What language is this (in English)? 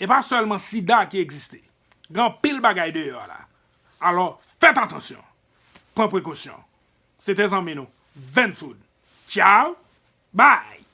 Haitian Creole